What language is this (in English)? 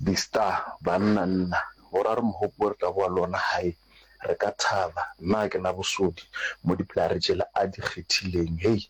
Northern Sotho